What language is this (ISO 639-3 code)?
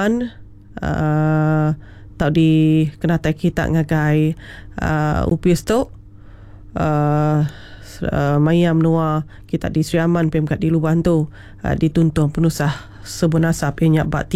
iba